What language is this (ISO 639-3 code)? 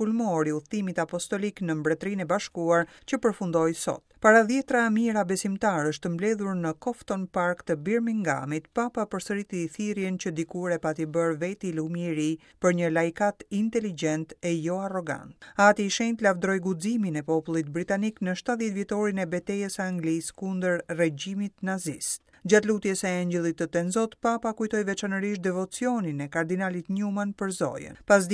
sqi